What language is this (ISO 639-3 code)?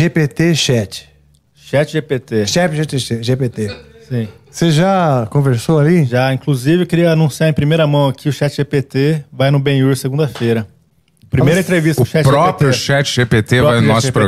por